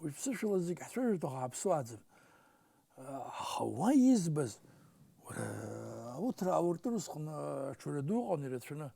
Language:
Abkhazian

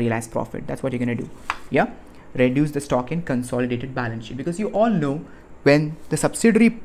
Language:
English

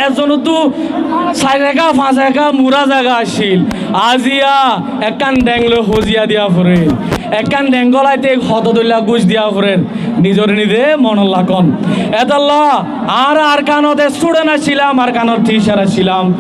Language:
Rohingya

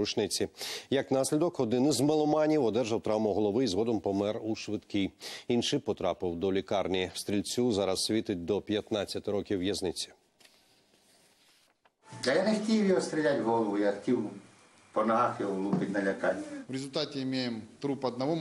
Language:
Ukrainian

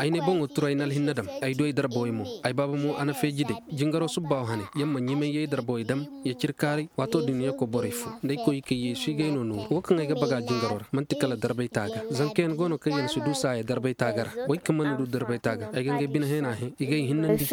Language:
Koyraboro Senni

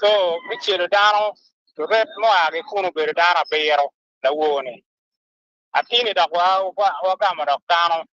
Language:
Acoli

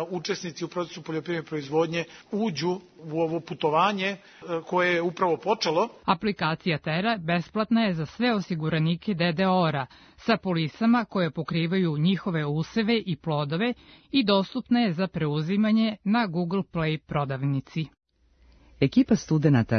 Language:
Serbian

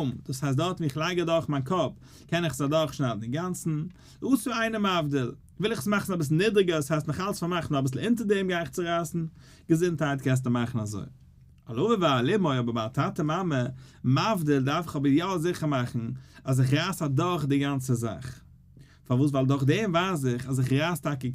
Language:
Yiddish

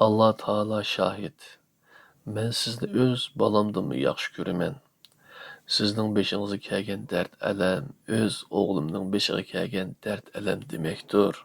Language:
Uyghur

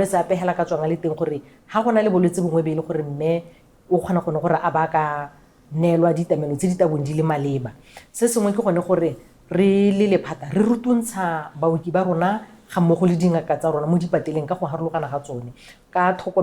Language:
Tswana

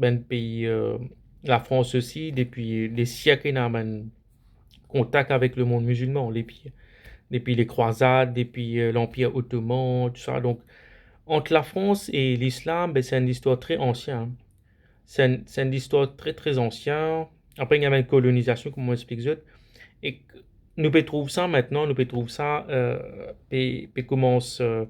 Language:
Morisyen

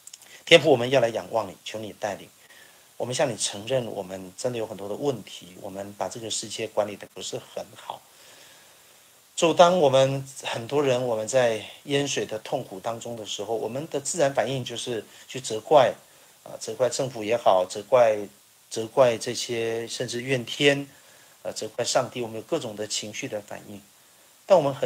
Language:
Chinese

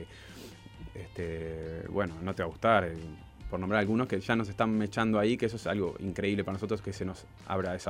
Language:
Spanish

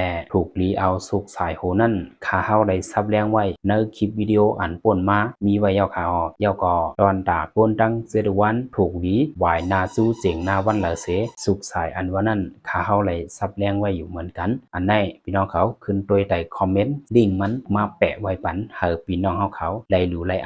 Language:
Lao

